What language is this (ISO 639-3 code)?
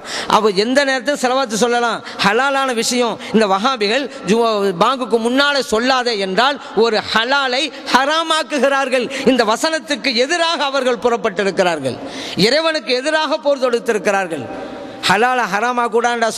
tam